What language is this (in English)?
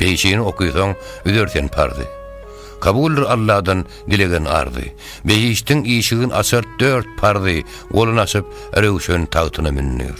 Turkmen